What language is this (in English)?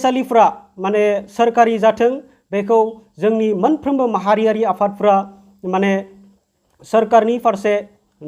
Bodo